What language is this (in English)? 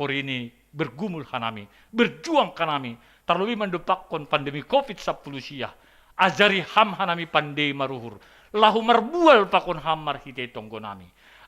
Batak Simalungun